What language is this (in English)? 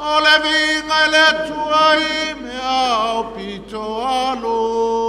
Samoan